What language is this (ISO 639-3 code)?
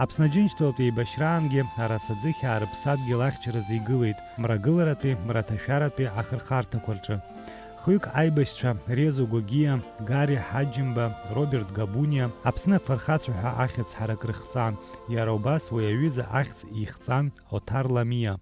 abk